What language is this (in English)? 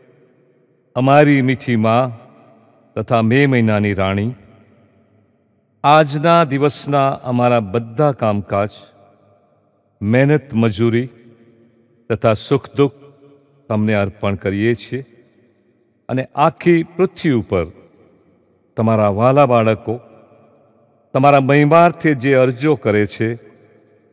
Gujarati